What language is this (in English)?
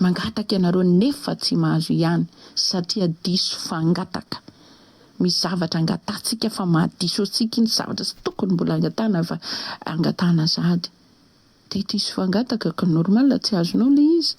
Malagasy